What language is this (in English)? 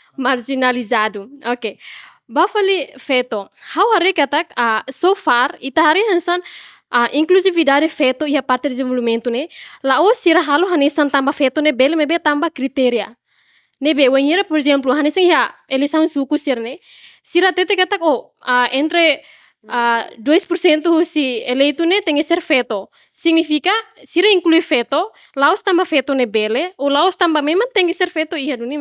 Tetum